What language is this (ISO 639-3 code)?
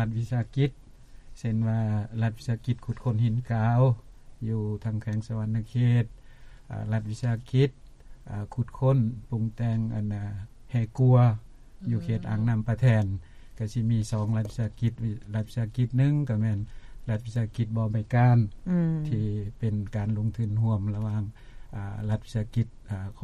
lao